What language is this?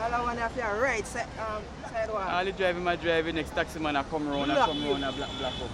Jamaican Creole English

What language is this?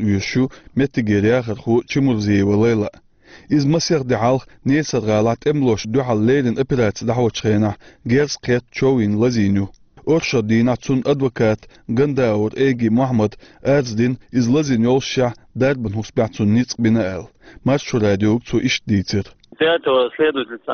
Chechen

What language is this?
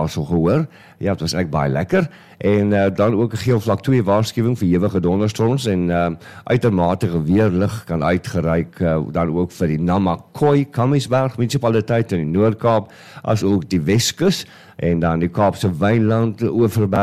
Afrikaans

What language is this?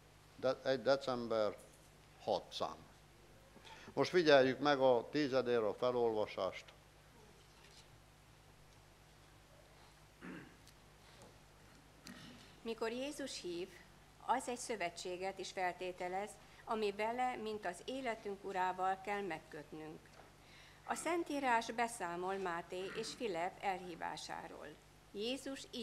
Hungarian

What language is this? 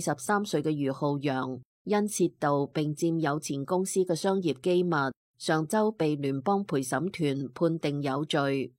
Cantonese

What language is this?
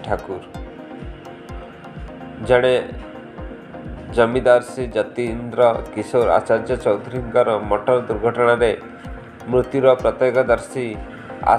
Odia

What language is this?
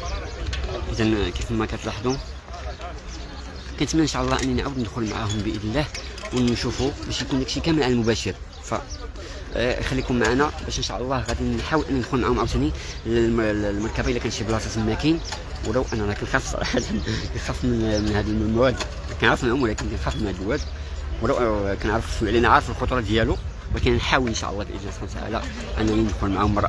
Moroccan Arabic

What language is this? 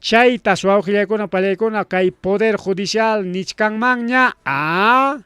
Ayacucho Quechua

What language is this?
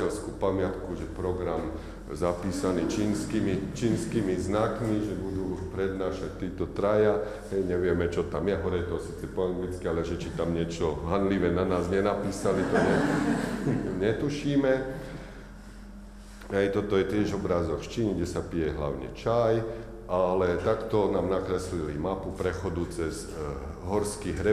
Slovak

